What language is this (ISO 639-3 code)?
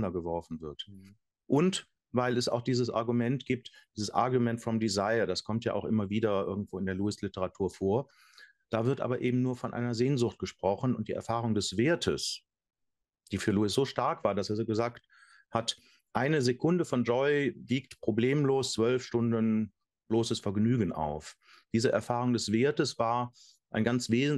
gsw